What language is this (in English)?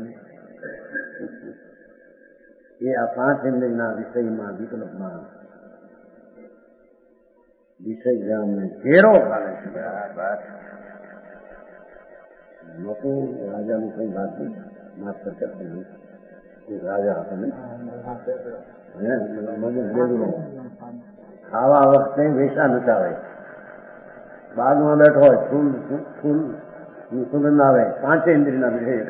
Gujarati